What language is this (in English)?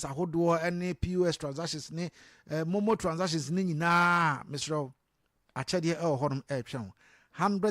Akan